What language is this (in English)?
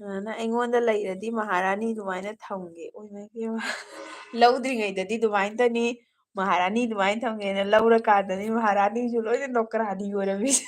Manipuri